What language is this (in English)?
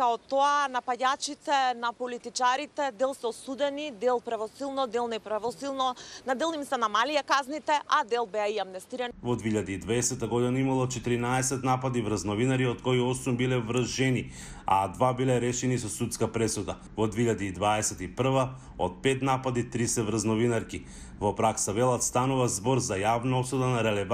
Macedonian